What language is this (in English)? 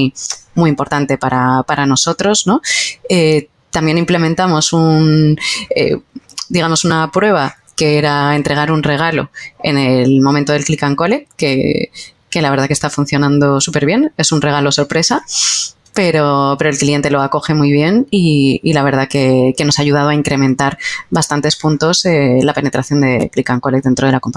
Spanish